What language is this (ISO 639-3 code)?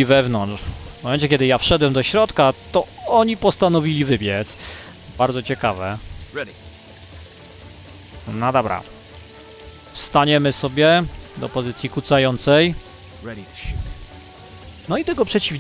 pol